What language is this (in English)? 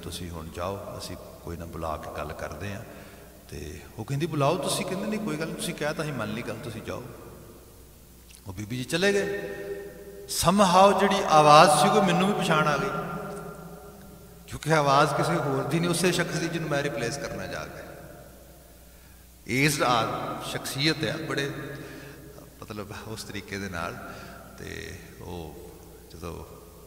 Punjabi